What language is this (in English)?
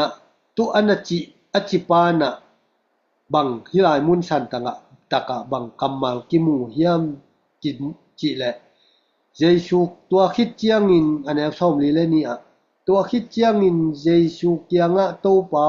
Tedim Chin